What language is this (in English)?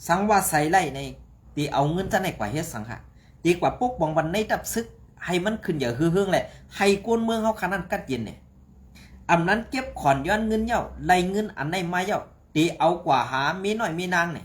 Shan